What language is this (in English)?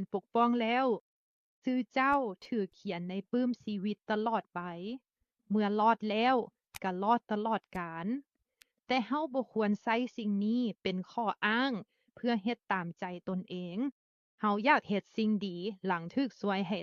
Lao